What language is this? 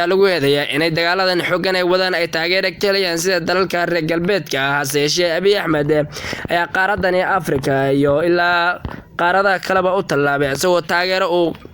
Somali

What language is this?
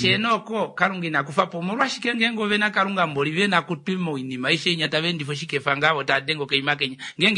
Kuanyama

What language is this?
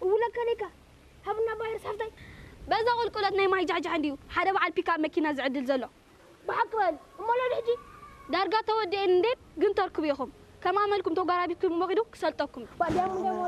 Tigrinya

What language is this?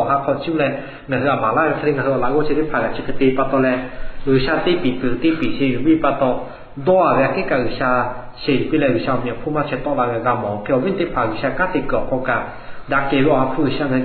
Lahu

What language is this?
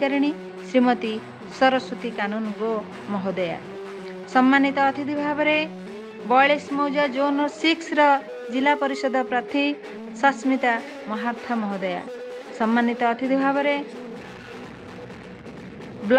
Odia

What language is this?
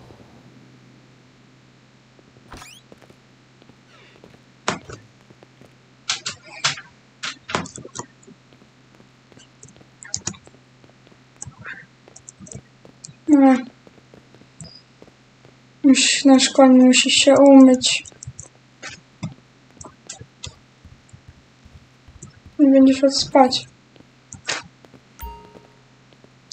Polish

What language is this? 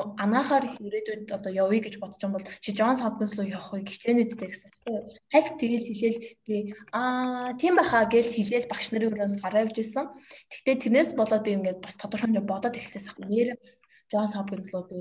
Mongolian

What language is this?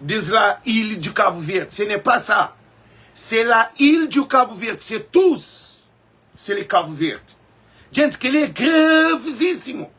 Kabuverdianu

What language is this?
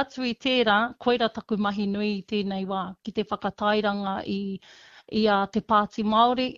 Māori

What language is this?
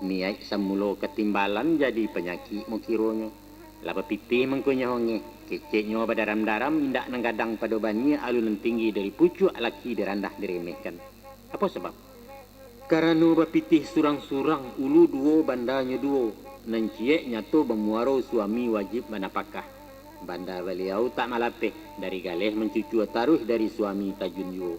Minangkabau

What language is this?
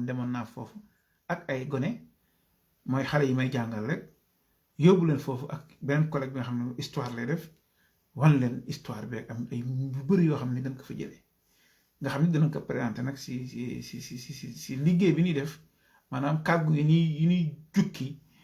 Wolof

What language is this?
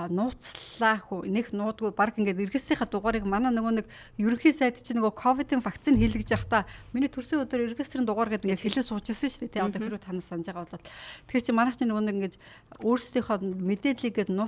Mongolian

